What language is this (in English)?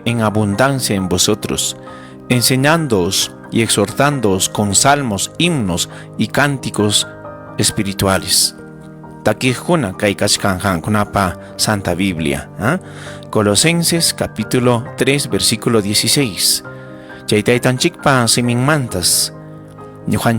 Ayacucho Quechua